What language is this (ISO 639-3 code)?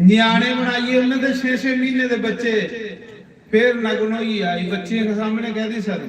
doi